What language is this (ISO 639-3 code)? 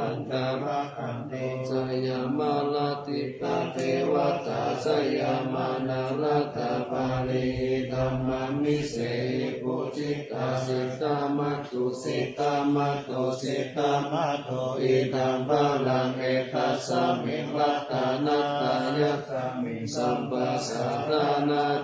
pli